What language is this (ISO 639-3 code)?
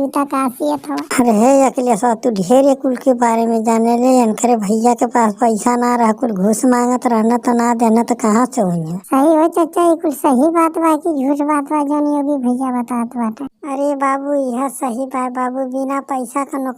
bho